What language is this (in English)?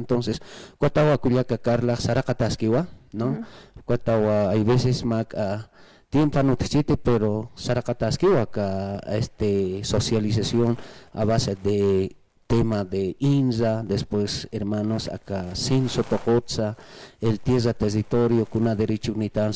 Aymara